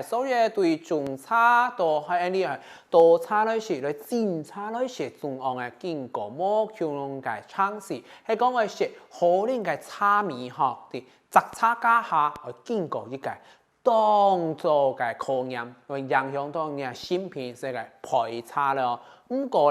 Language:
Hakka Chinese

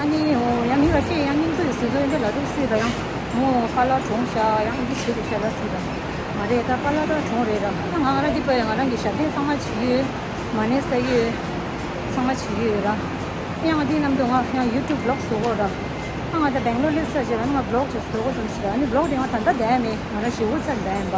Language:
Tibetan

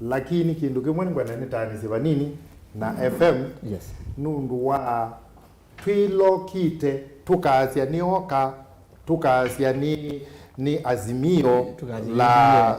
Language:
Kamba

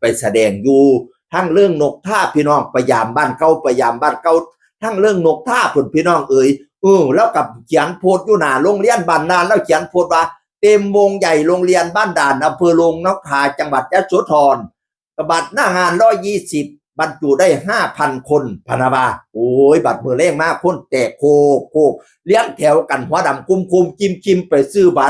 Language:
Northeastern Thai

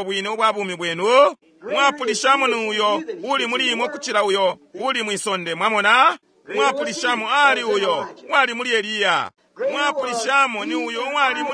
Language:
Bemba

